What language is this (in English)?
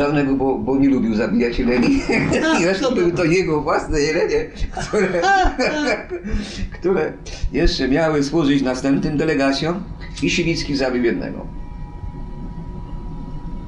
Polish